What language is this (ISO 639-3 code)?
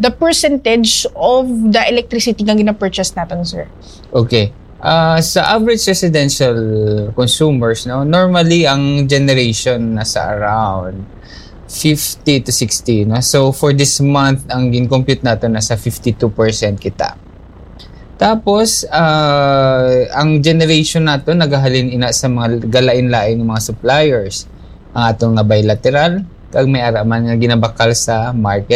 hil